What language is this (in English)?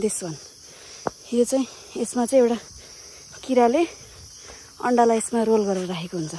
Nepali